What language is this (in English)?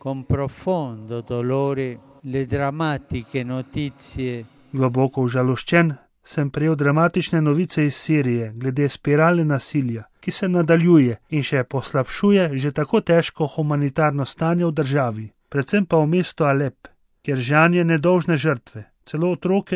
Slovenian